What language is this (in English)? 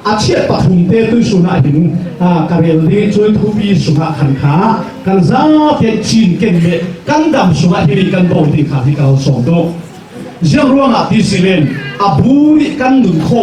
Falam Chin